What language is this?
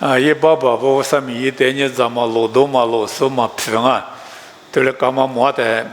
Lisu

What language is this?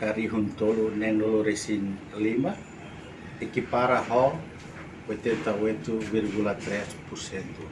Tetum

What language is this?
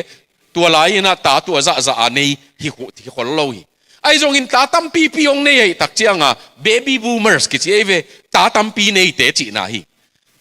Tedim Chin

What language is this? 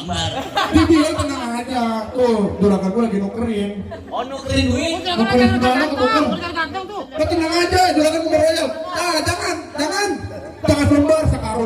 Betawi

